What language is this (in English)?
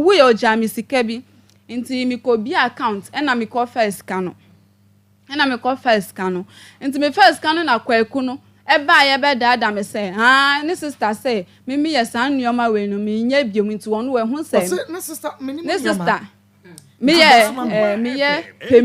Akan